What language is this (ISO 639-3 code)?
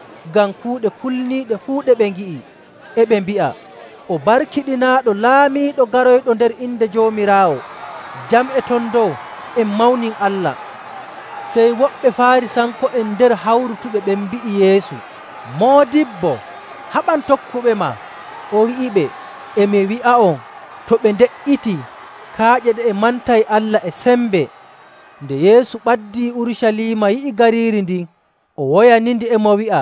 fuv